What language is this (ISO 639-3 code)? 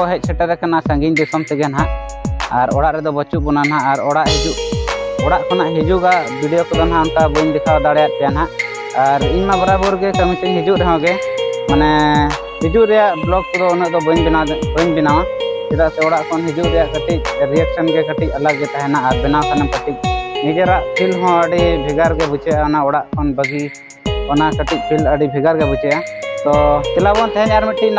sat